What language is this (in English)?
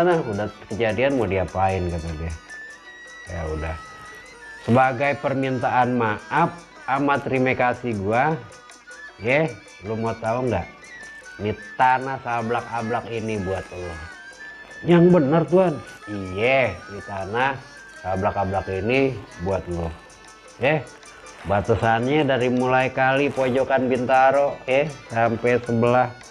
Betawi